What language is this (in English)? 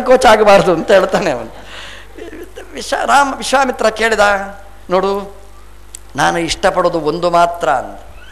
Kannada